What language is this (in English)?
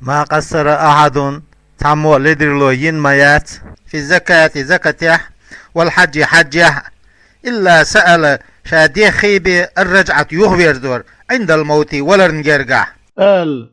Chechen